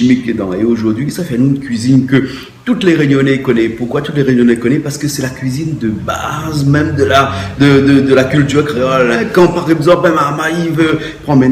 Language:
Réunion Creole French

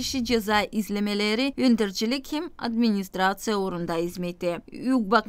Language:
Gagauz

